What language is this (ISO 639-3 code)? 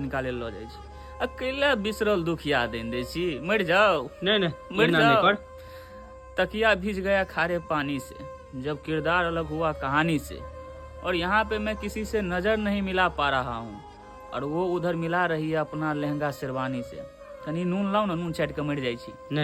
mai